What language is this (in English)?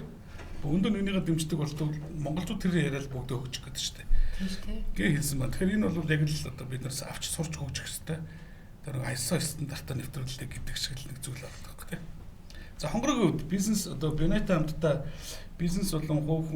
Mongolian